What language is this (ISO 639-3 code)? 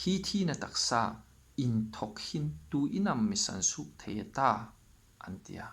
hmr